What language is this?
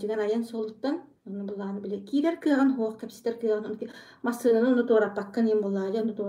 Yakut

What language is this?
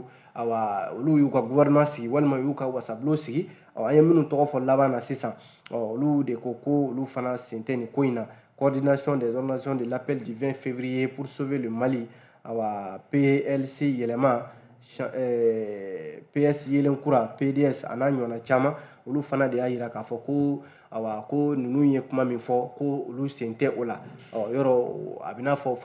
Bambara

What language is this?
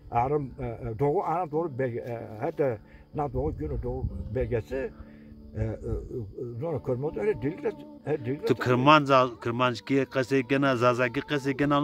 Zaza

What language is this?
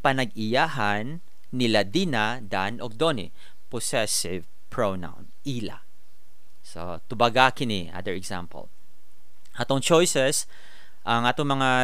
Cebuano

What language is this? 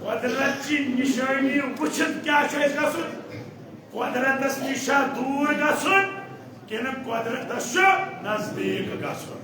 Kashmiri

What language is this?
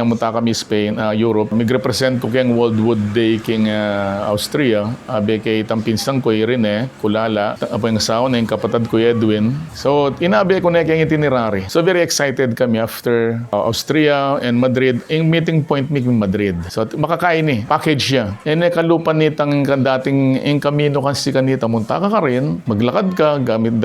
Pampanga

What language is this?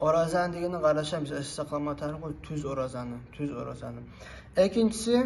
Kumyk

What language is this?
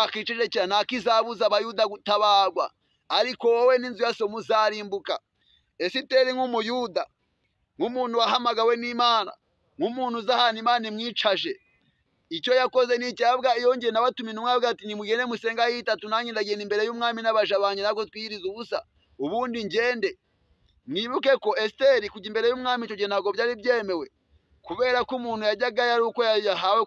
Kinyarwanda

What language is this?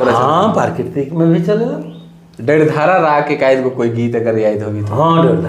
Sadri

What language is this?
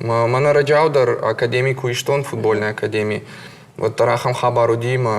Ossetic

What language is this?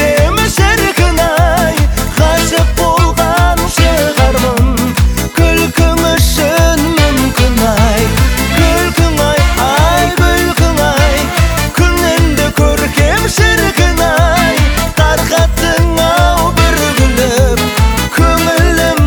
Kazakh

